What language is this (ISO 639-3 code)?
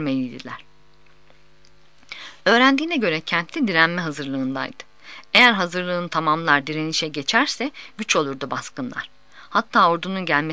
tur